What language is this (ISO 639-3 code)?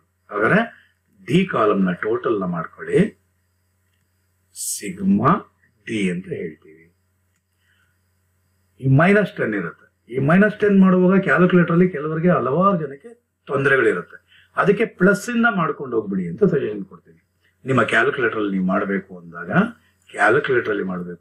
kan